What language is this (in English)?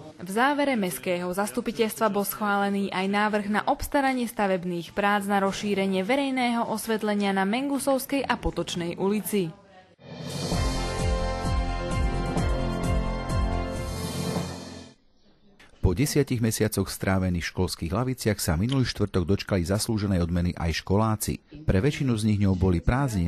Slovak